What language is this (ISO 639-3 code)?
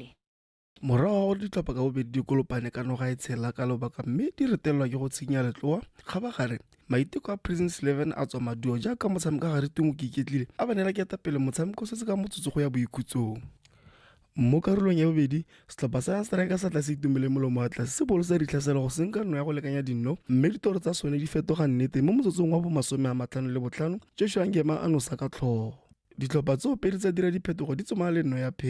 tsn